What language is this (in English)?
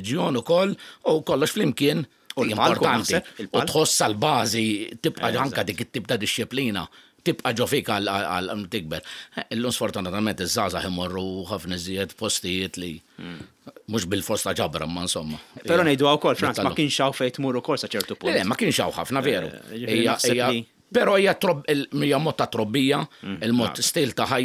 Maltese